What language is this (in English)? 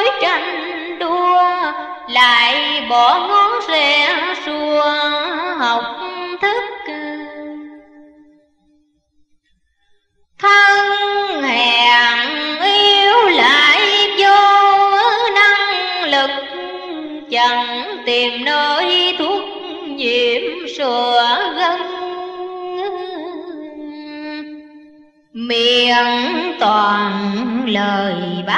Vietnamese